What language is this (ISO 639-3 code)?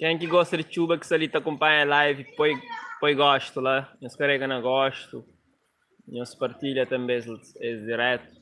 kea